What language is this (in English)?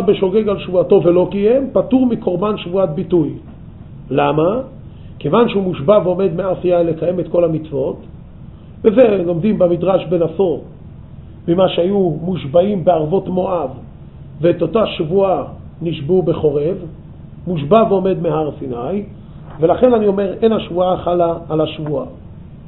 Hebrew